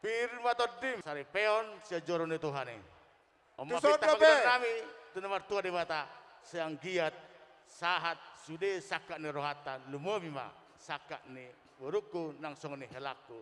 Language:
Batak Toba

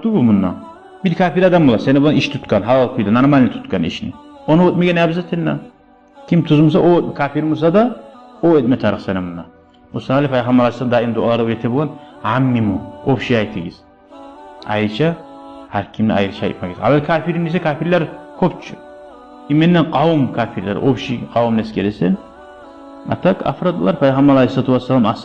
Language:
Kumyk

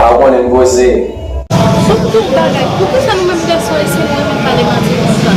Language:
Haitian Creole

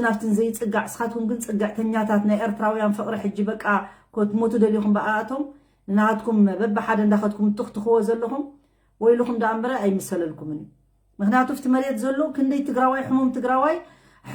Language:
Tigrinya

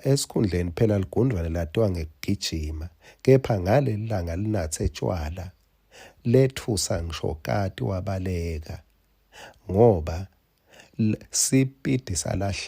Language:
Swati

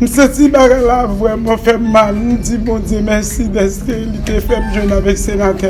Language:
Haitian Creole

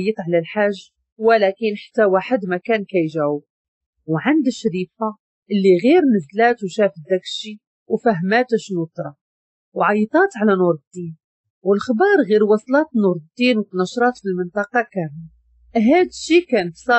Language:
Moroccan Arabic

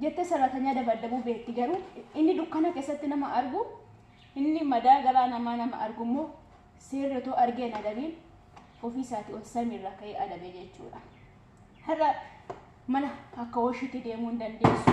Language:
Oromo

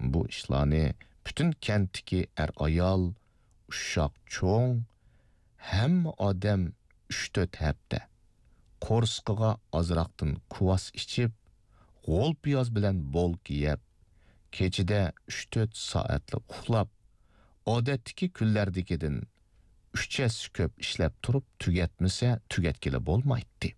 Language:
Uyghur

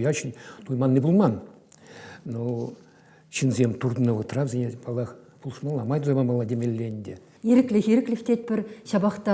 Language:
Chuvash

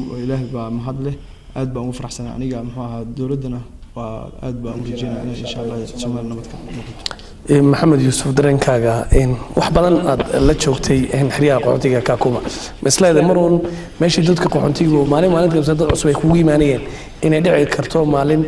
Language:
Somali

